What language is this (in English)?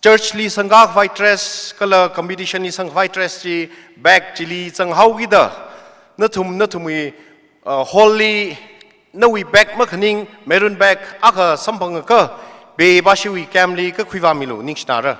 Tangkhul Naga (India)